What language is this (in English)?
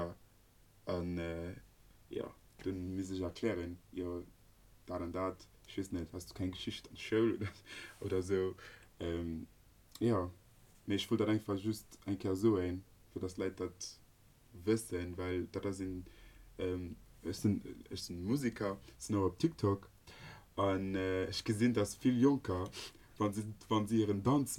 Luxembourgish